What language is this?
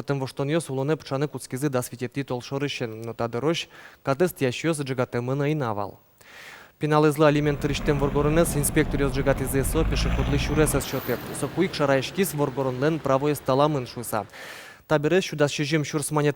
Udmurt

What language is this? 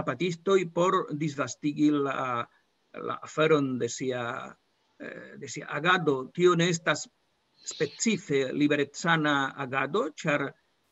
Esperanto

